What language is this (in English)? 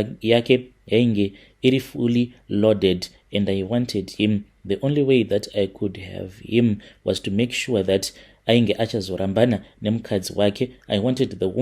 Shona